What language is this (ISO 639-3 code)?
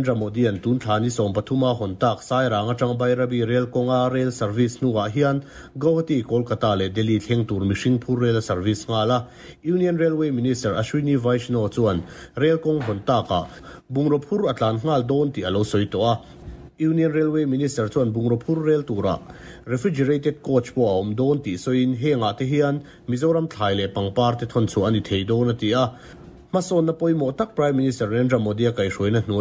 lus